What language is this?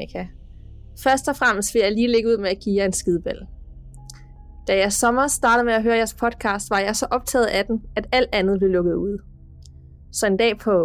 Danish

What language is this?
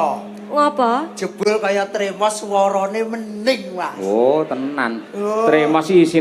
Javanese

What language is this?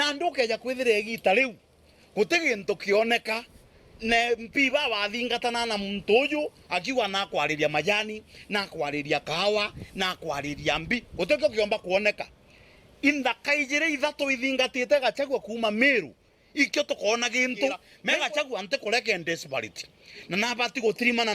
Meru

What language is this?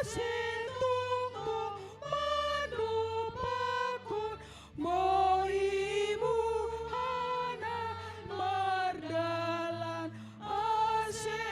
Batak Simalungun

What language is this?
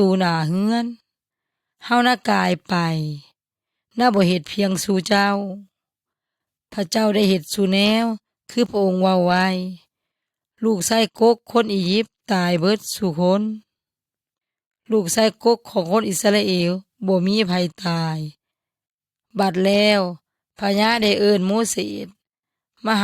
Yoy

